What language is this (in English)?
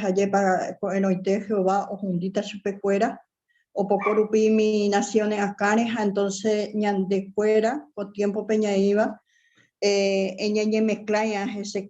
Guarani